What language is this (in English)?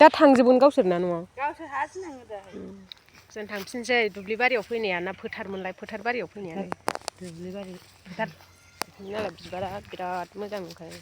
Bodo